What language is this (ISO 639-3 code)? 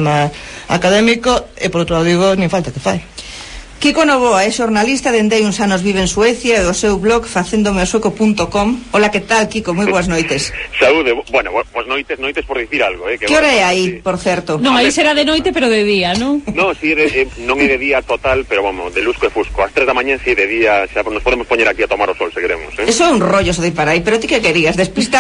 glg